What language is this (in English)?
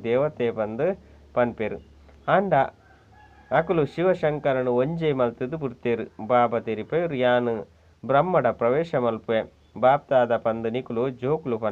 Tulu